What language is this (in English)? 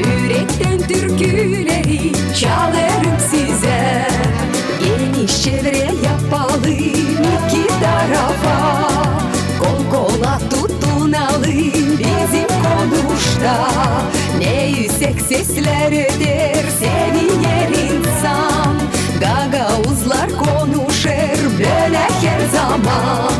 Gagauz